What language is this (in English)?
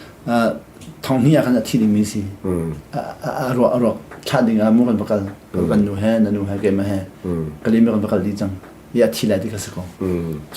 Hakha Chin